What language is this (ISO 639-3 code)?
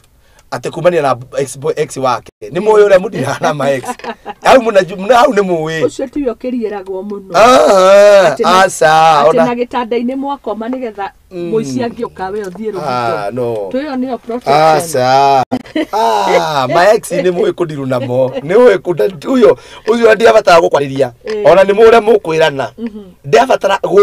kik